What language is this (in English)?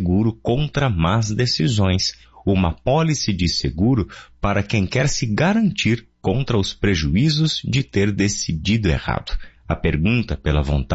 Portuguese